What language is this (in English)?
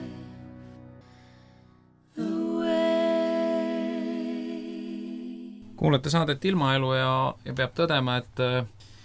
Estonian